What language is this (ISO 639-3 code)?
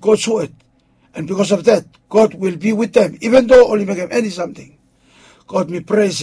bis